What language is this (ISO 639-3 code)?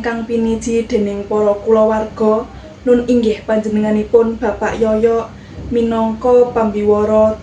jav